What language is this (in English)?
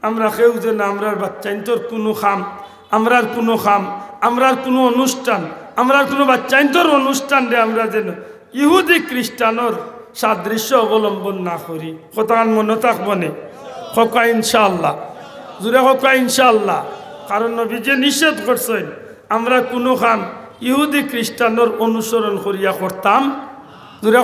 Sylheti